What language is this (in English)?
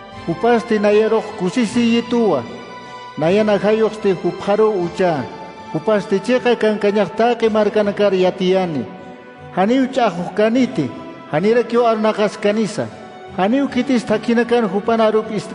Aymara